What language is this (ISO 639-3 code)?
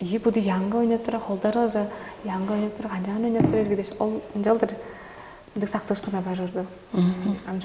tyv